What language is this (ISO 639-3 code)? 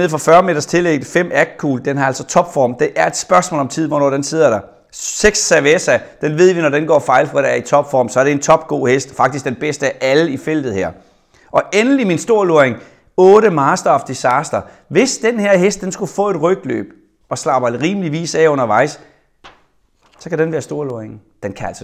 dan